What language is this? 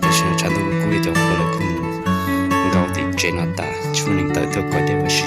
Hmong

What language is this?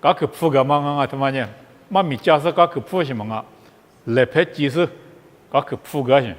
Lisu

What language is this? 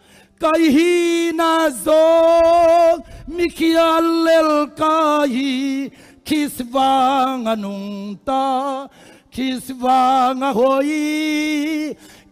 Tedim Chin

